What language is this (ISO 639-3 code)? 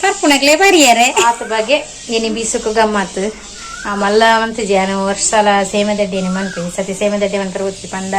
tcy